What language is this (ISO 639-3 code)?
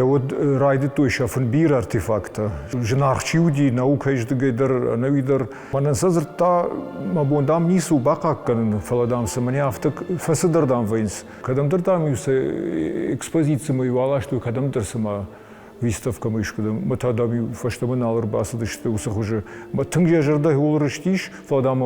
oss